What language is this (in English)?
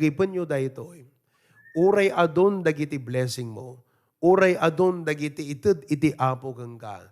Iloko